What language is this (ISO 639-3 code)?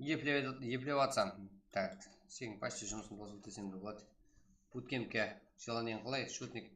kaa